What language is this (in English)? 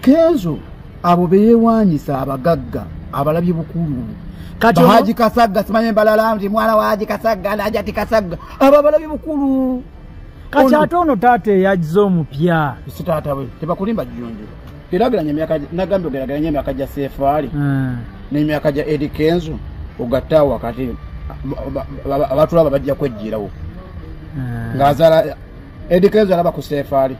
Ganda